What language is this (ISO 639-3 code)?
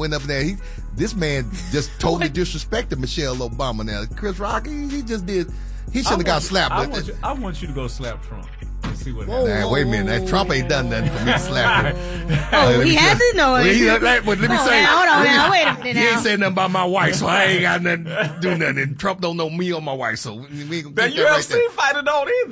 eng